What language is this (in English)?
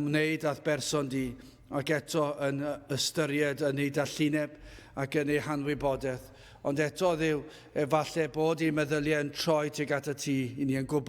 Welsh